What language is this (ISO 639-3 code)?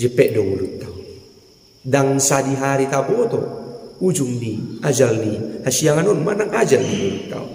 bbc